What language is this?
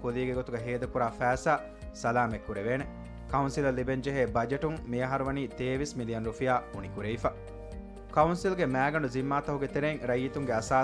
Divehi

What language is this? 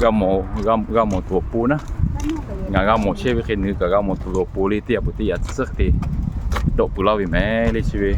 Lahu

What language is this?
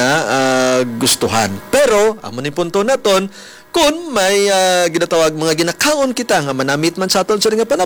Hiligaynon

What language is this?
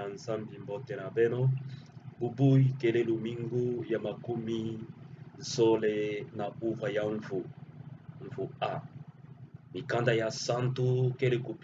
Kituba (Democratic Republic of Congo)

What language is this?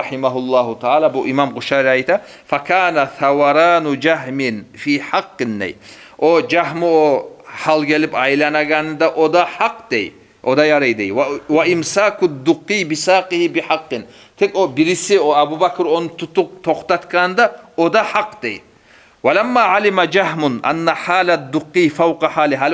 Kumyk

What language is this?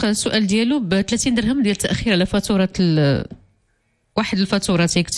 Moroccan Arabic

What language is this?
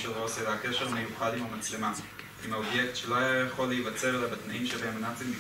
Hebrew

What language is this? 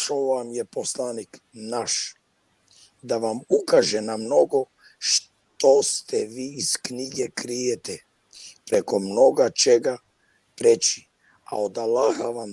Balkan Romani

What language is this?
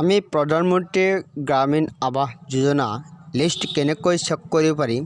Assamese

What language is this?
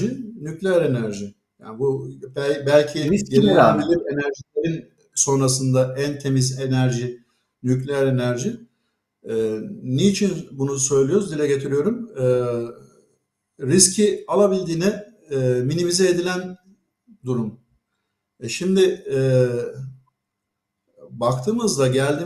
Turkish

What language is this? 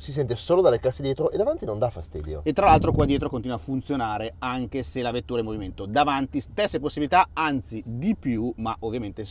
Italian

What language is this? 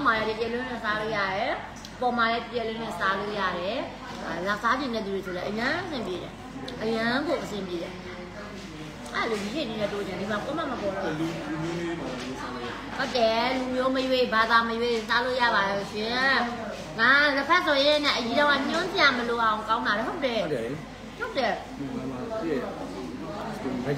Burmese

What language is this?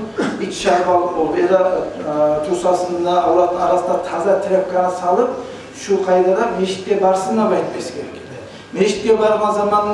Kumyk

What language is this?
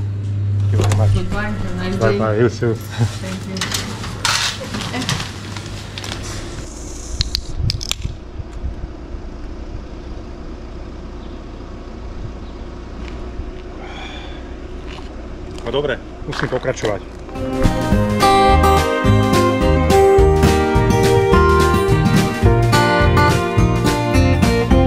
Slovak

